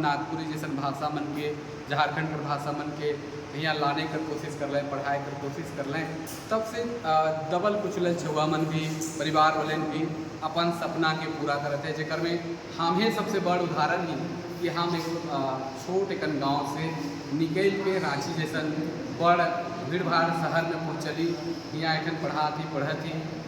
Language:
Sadri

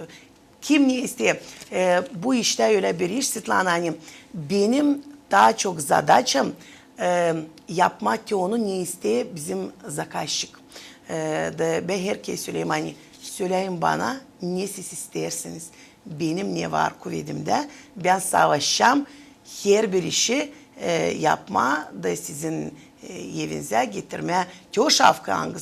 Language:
Gagauz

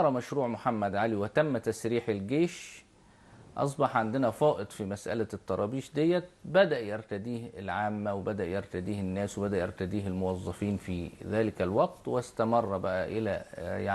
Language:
Egyptian Arabic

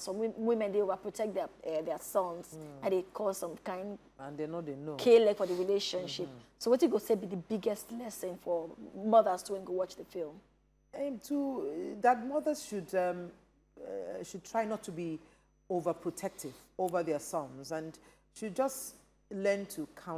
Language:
Nigerian Pidgin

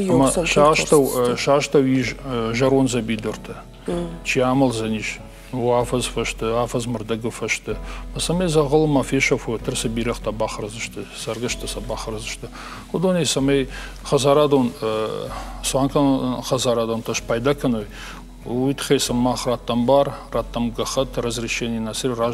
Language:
Ossetic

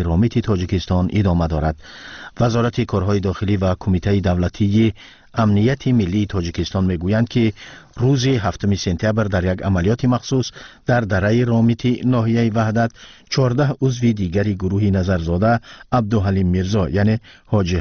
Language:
Tajik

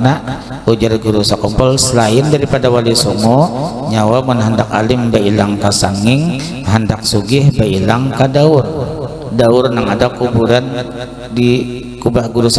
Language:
Banjar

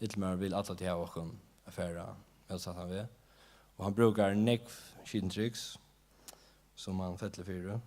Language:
Faroese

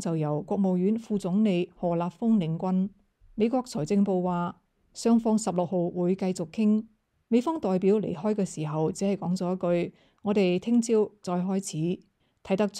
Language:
Cantonese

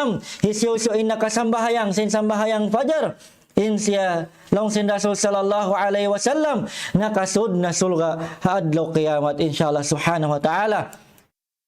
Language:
Tausug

